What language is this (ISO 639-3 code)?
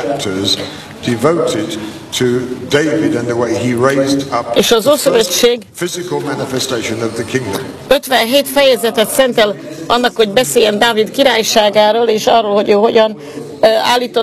hun